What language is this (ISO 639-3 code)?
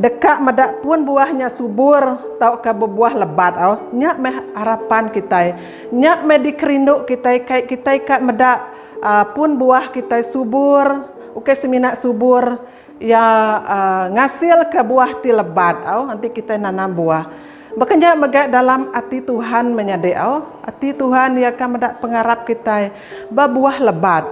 iba